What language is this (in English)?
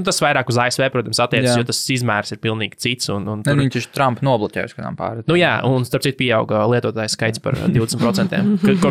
Latvian